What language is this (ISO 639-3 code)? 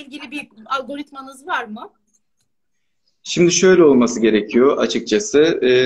tur